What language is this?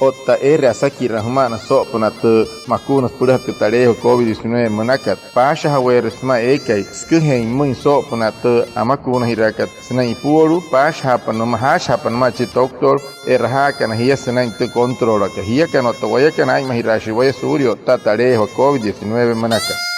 Wayuu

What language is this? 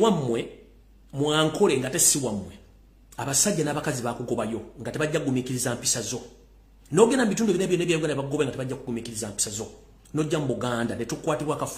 Ganda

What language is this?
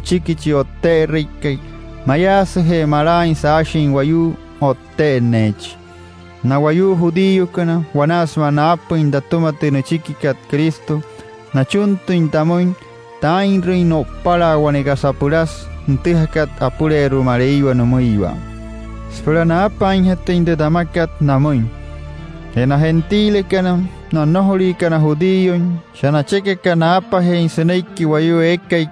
Wayuu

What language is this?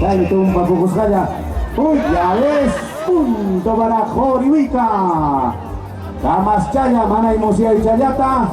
Ayacucho Quechua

